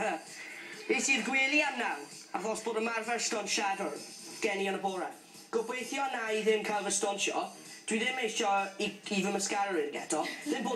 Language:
Welsh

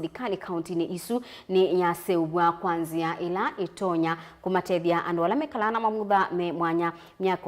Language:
Kamba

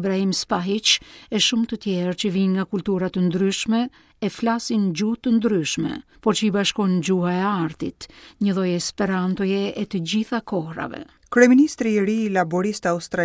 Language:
Albanian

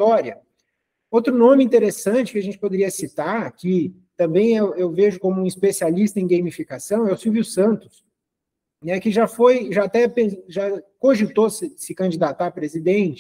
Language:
Portuguese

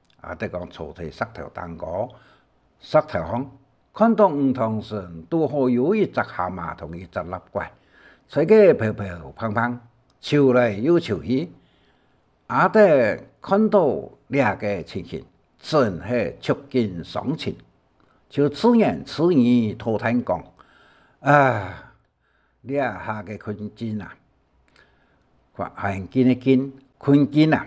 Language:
Hakka Chinese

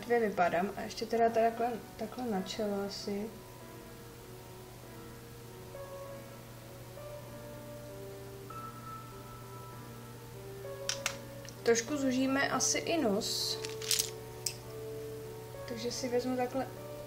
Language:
Czech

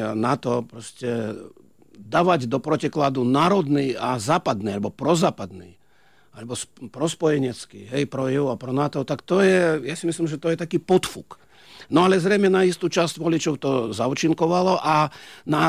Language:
Slovak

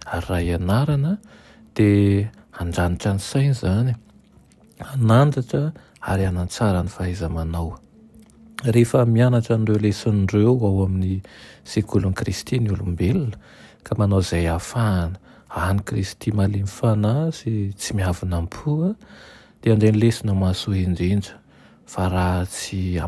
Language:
Malagasy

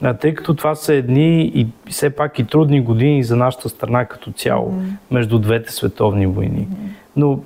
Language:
Bulgarian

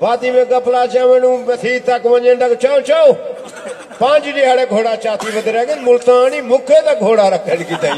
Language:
Saraiki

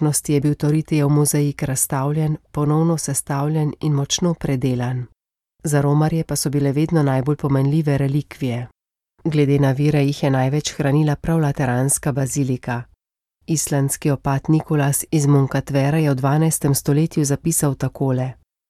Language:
Slovenian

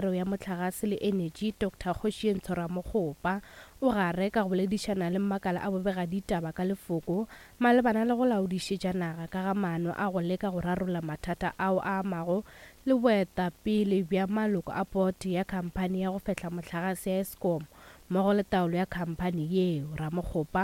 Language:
Northern Sotho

